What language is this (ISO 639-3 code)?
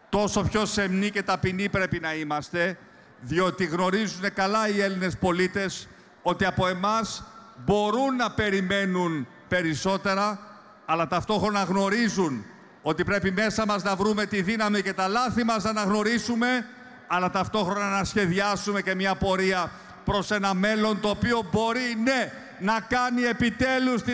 ell